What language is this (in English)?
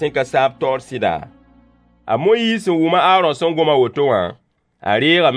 Mossi